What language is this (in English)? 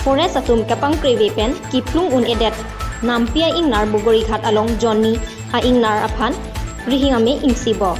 Karbi